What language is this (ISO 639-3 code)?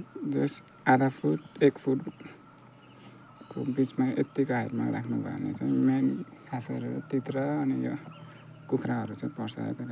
nep